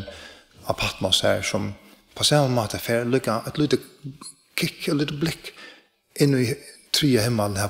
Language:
Faroese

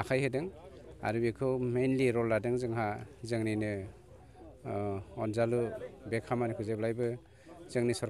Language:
Bodo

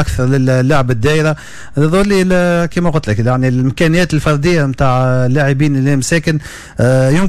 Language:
Tunisian Arabic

